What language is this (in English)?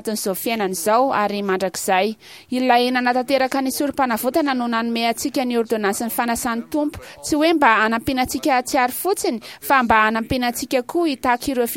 Malagasy